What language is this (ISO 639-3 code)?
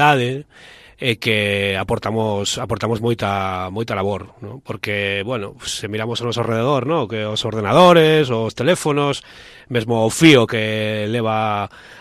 glg